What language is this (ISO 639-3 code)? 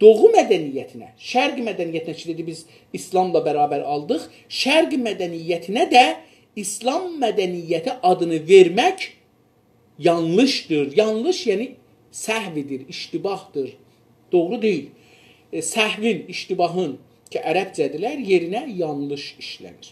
azb